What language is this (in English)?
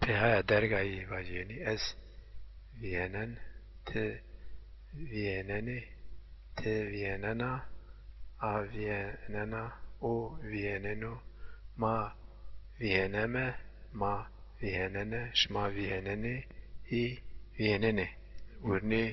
Zaza